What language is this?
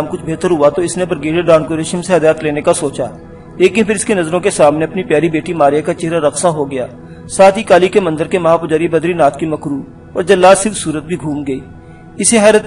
Urdu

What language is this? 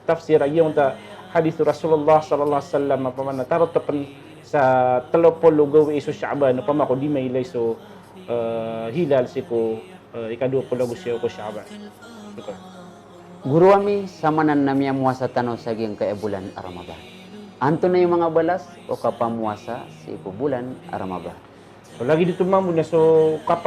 Maranao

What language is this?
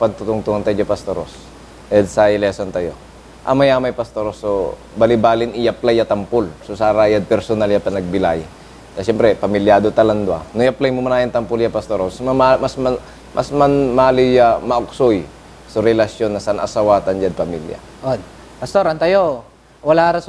Pangasinan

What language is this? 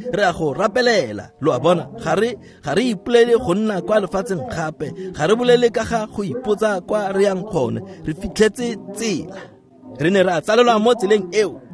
Tswana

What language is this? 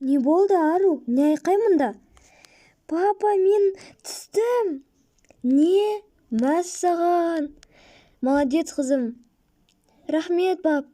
Kazakh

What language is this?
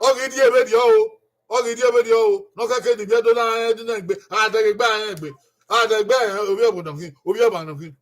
Bini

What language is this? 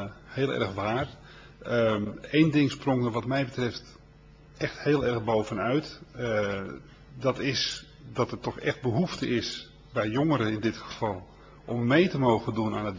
Dutch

